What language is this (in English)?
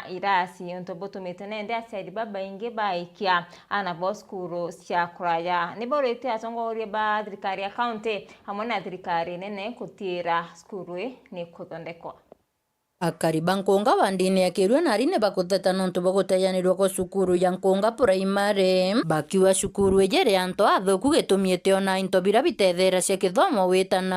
Meru